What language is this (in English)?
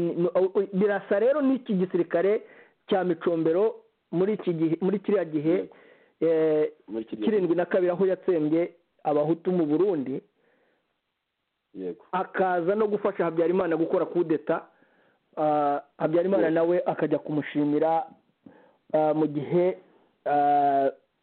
Kinyarwanda